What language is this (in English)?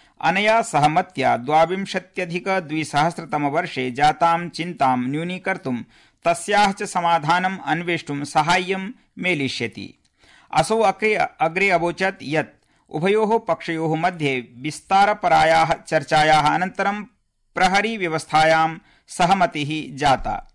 Sanskrit